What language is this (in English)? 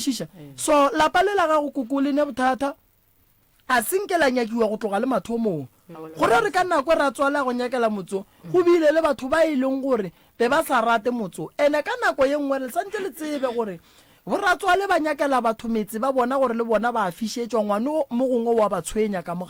Northern Sotho